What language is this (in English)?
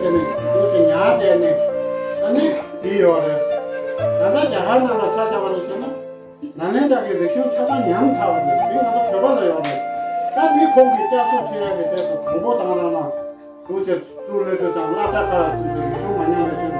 Tibetan